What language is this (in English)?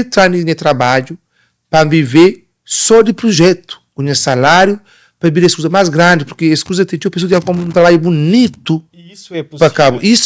Kabuverdianu